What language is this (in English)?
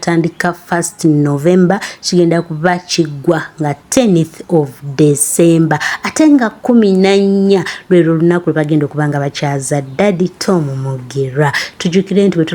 Ganda